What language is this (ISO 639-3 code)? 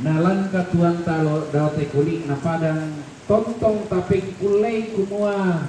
sda